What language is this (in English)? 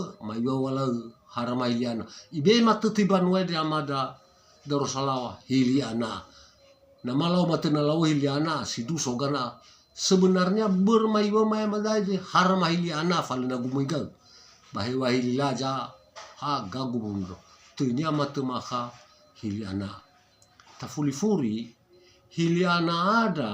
Nias